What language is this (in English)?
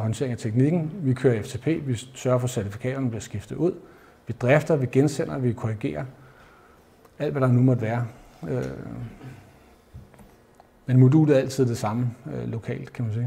Danish